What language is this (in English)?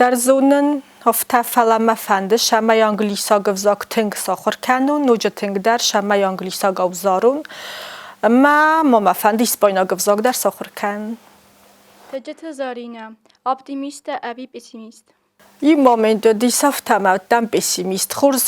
Ossetic